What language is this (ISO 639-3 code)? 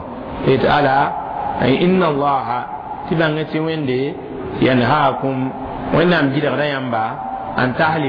mos